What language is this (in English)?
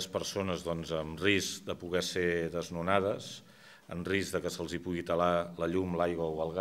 Catalan